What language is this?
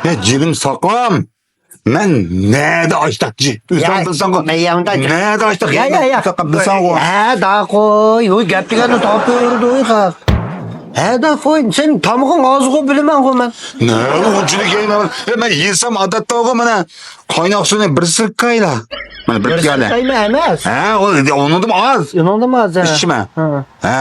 Uyghur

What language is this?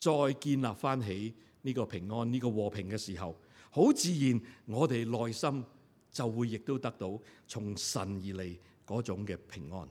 Cantonese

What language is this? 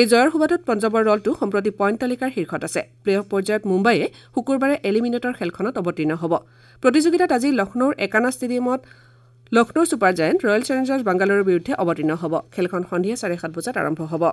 Assamese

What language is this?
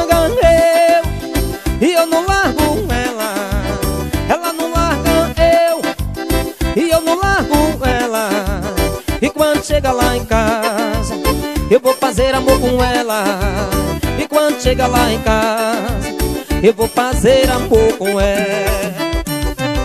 Portuguese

